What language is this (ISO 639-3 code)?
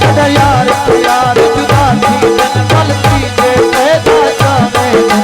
skr